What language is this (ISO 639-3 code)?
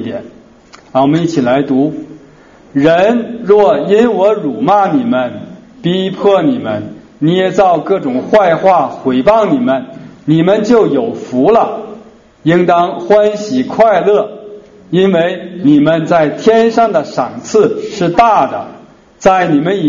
zho